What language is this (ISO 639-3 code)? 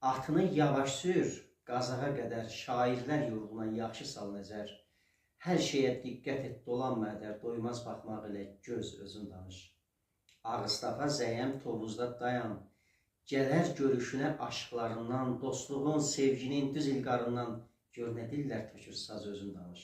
aze